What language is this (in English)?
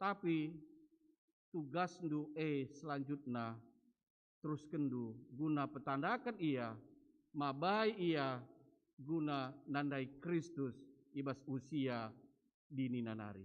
Batak Karo